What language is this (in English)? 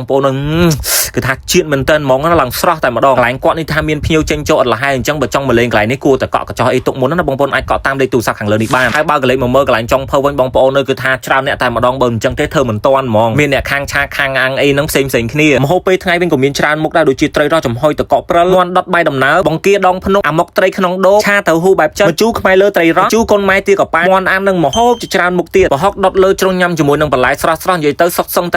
Khmer